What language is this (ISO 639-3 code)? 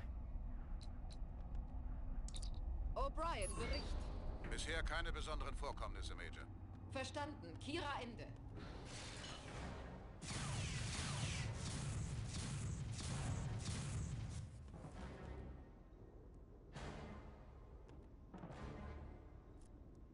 deu